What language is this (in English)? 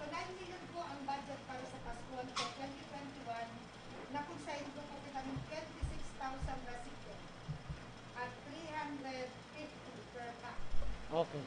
Bikol